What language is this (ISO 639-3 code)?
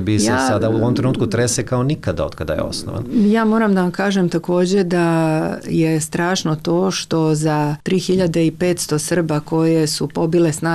srp